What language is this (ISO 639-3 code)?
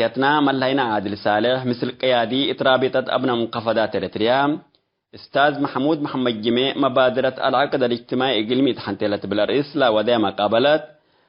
tig